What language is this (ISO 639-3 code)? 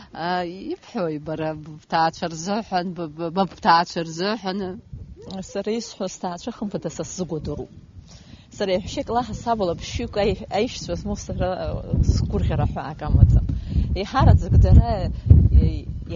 abk